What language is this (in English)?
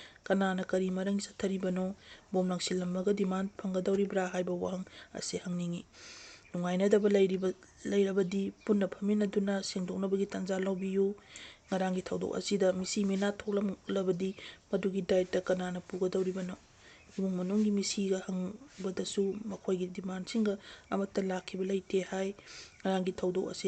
Manipuri